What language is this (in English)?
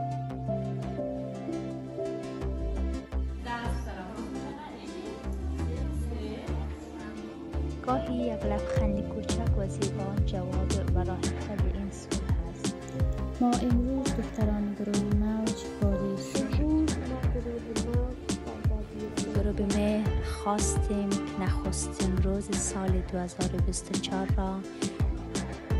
Persian